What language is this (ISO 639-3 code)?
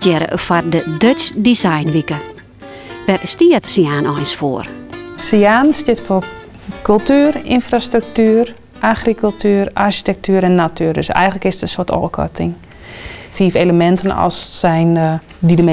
fry